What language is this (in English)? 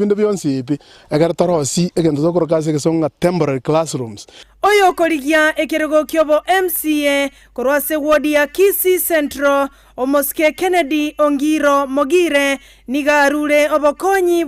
Gusii